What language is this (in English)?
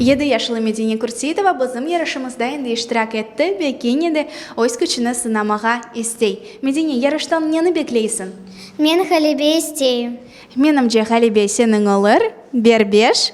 Crimean Tatar